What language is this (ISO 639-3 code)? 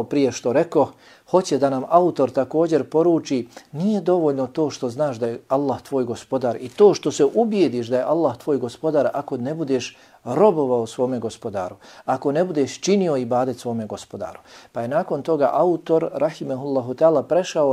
bos